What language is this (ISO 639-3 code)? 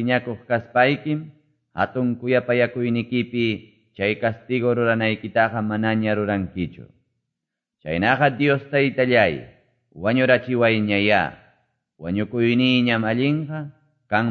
que